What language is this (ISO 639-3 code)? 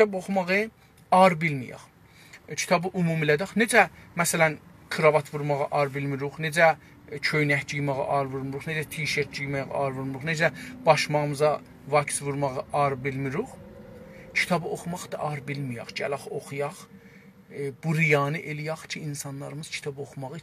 azb